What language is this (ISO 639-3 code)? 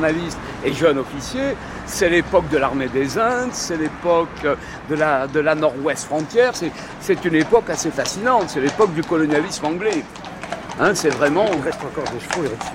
fra